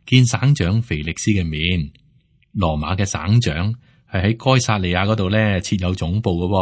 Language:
Cantonese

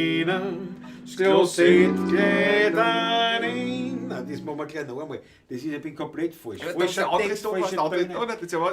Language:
Bavarian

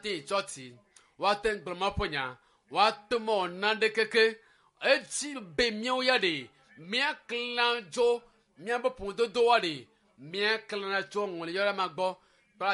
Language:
Ewe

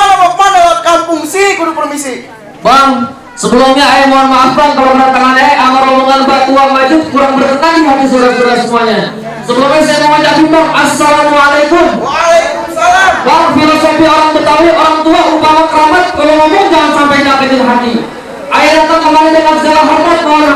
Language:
Betawi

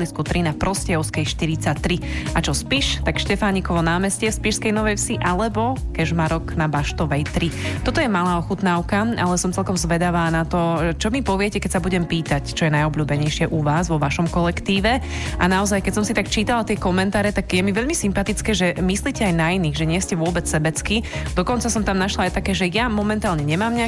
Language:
Slovak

